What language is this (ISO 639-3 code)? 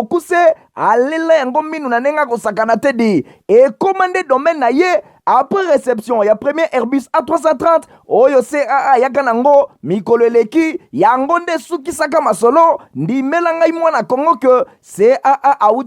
lin